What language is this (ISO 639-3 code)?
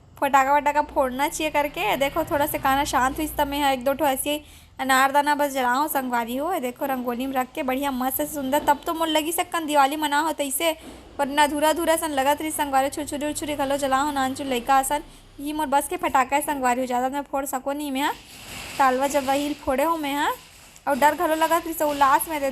hne